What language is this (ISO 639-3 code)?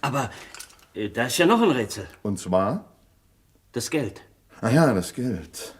gsw